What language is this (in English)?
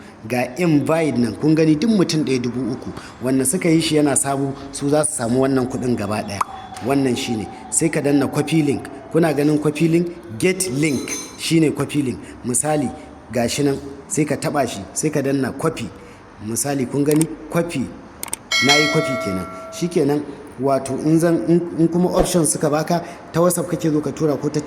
Hausa